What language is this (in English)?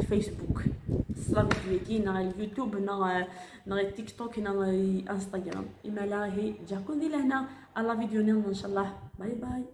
Algerian Arabic